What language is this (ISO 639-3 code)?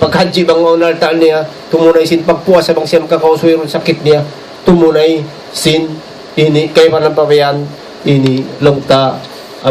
tsg